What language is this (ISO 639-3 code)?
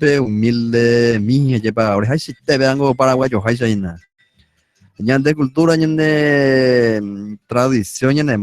grn